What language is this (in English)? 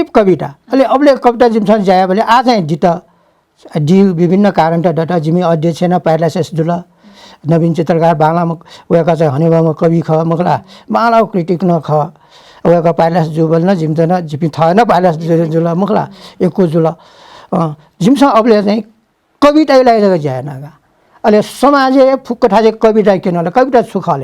Newari